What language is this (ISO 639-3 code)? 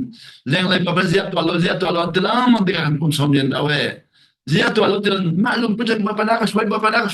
cnh